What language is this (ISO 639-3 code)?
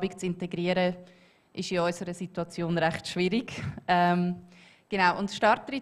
gsw